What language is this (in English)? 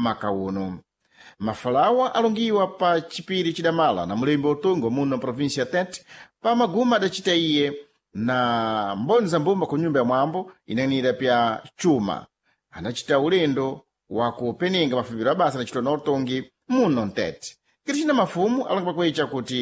Sena